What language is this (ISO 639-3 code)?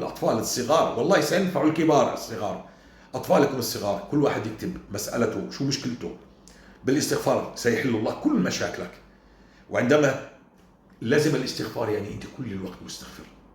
apc